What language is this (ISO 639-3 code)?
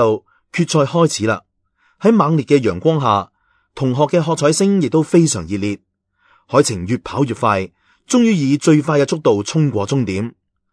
yue